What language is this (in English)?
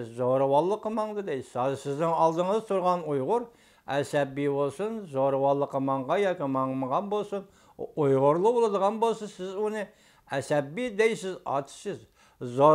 Uyghur